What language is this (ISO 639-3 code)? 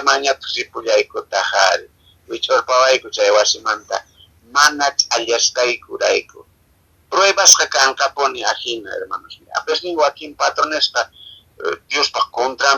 que